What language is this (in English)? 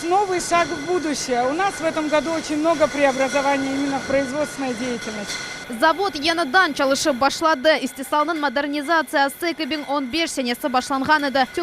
Crimean Tatar